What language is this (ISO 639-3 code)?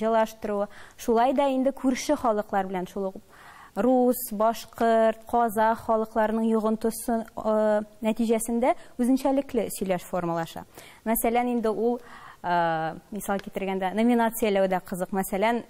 tat